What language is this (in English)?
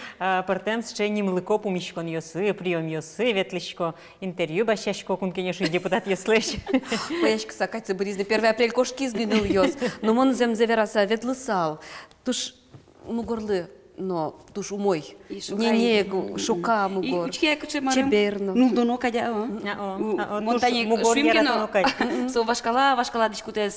Udmurt